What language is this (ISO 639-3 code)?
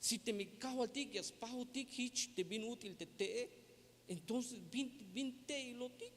tzh